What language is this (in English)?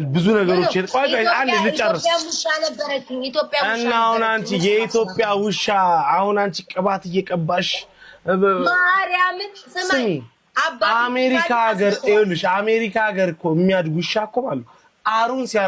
Amharic